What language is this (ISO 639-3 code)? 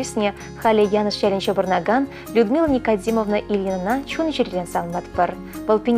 chv